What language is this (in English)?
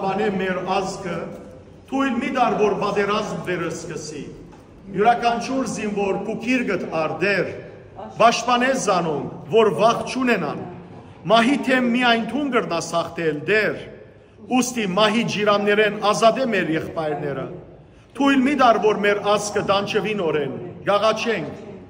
Western Armenian